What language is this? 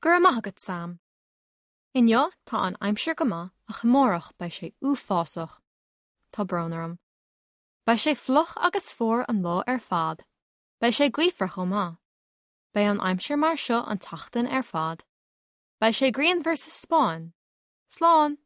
Irish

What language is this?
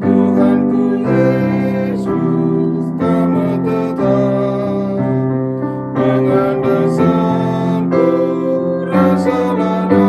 Batak Karo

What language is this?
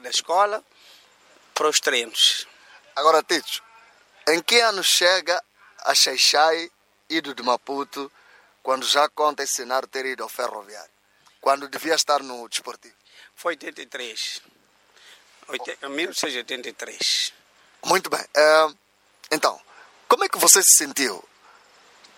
Portuguese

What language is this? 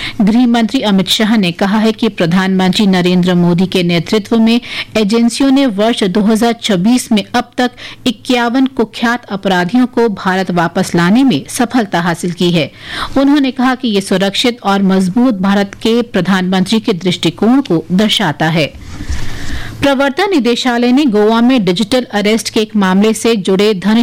Hindi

